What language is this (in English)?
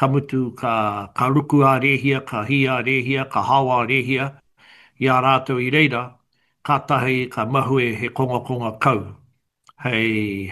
Māori